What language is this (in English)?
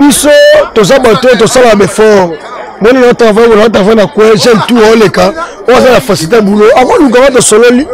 Lingala